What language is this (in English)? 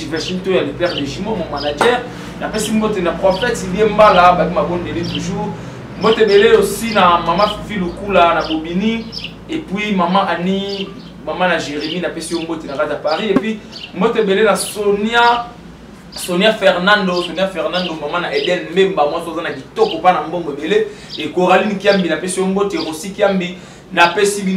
Lingala